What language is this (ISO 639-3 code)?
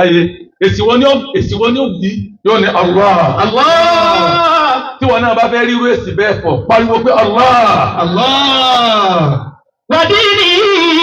yor